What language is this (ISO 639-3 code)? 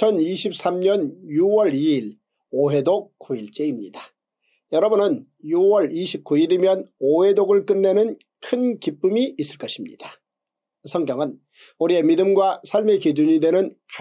kor